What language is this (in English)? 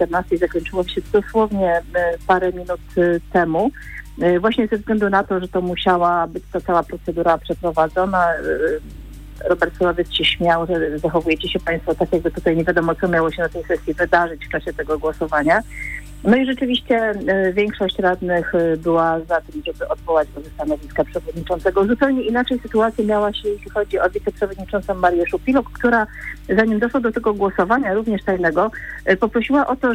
Polish